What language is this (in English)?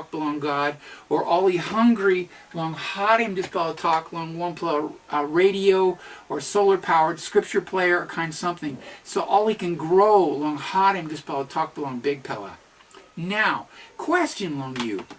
Tok Pisin